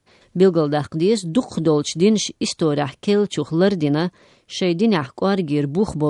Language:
Chechen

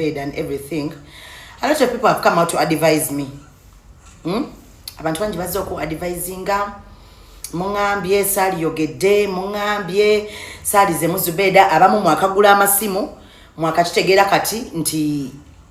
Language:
Ganda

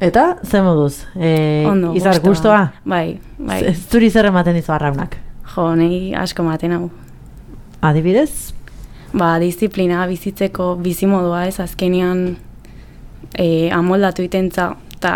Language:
Basque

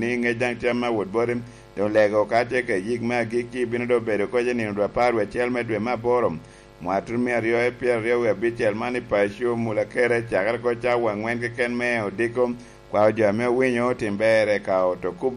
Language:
Lango (Uganda)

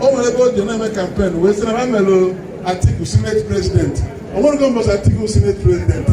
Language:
Igbo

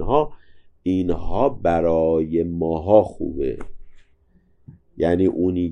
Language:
Persian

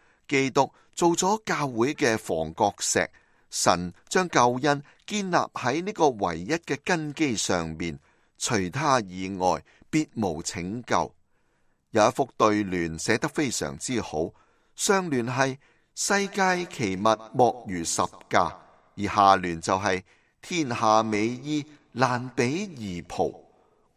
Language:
Cantonese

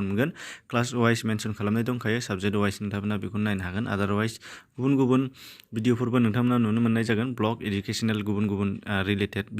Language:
Bodo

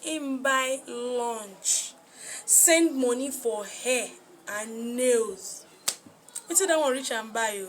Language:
Nigerian Pidgin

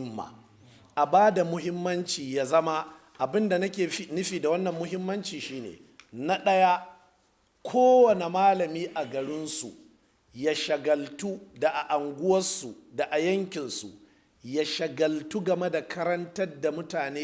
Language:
Hausa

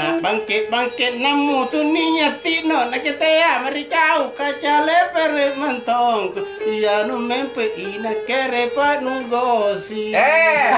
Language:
Makasar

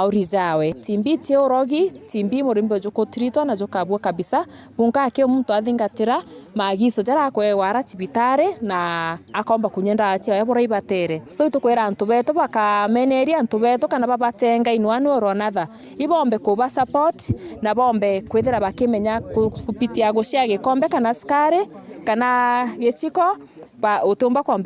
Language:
Meru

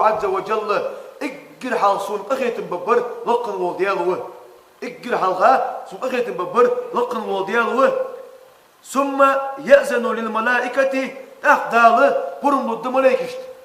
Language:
Ingush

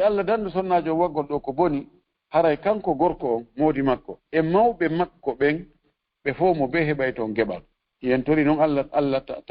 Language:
Fula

